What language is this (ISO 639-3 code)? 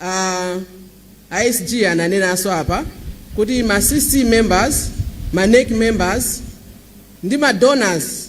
nya